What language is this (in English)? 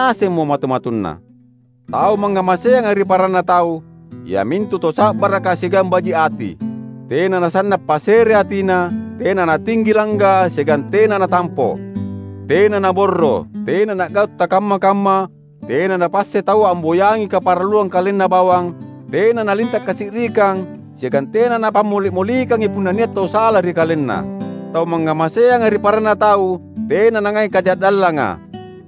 Makasar